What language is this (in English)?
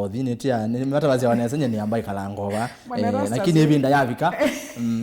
Kamba